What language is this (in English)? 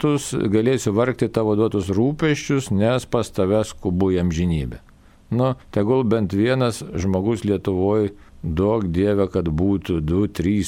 Lithuanian